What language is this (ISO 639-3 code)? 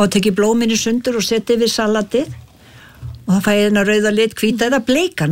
isl